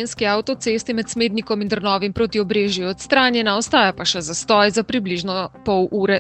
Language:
Slovenian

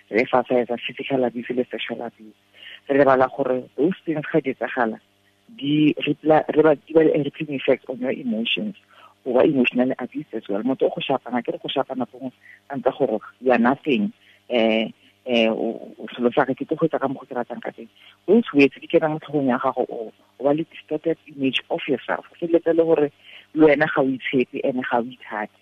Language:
Tswana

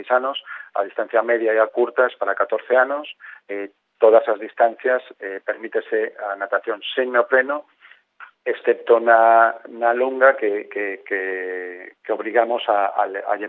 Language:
Galician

